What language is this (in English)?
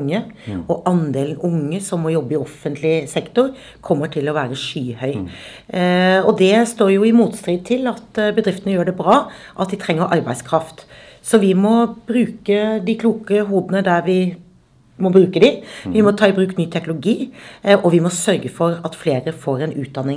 Norwegian